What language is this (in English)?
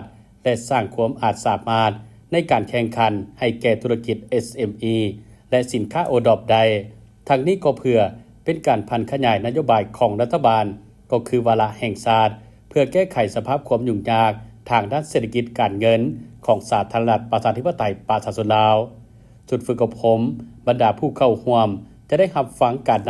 Lao